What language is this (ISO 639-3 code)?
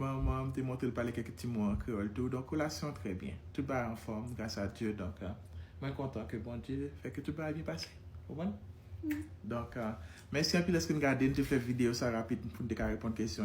hat